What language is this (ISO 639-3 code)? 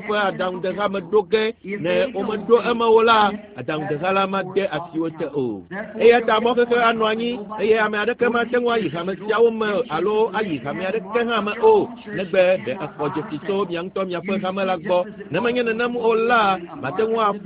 ewe